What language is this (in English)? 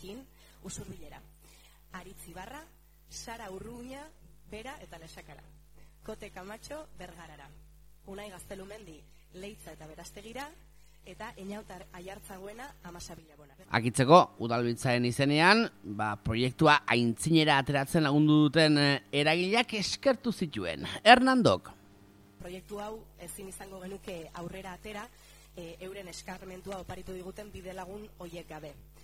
Basque